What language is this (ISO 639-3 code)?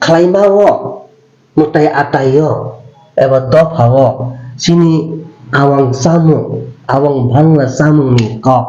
trp